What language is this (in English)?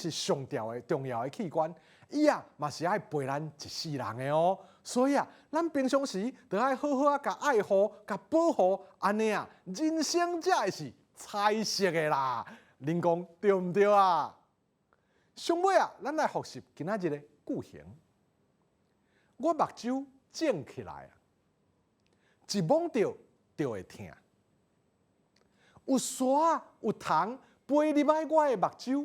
Min Nan Chinese